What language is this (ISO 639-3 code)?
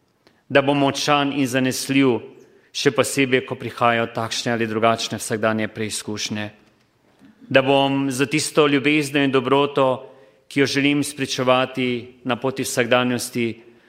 slv